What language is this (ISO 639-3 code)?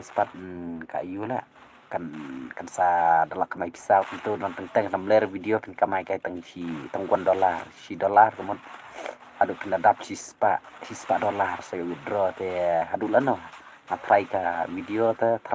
kha